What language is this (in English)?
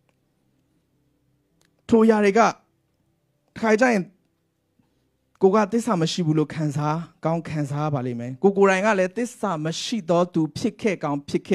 Burmese